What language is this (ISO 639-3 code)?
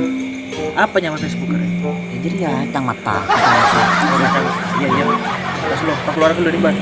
mad